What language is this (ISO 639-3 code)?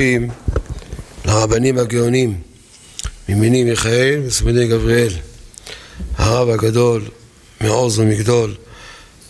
heb